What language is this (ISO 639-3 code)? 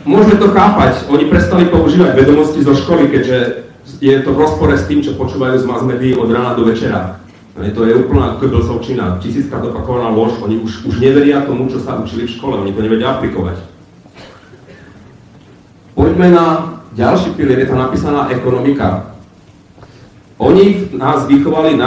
slk